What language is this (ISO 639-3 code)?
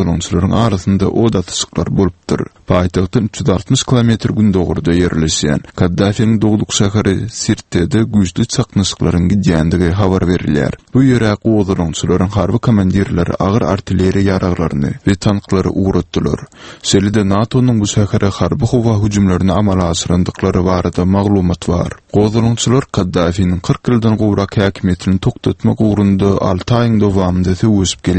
tuk